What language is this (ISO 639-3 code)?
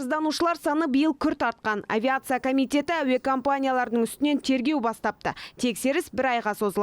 kaz